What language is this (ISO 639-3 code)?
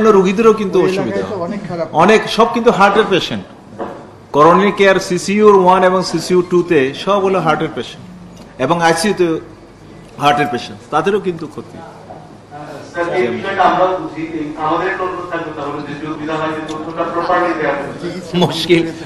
ben